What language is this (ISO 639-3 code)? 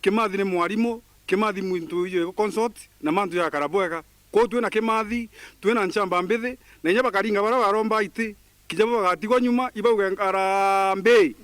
mer